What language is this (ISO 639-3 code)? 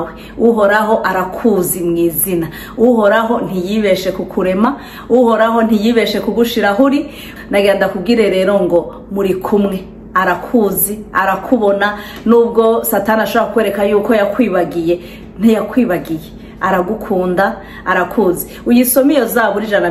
run